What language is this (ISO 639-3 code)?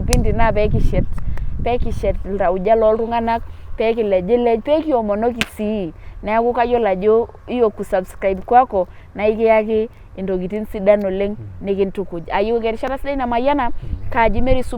mas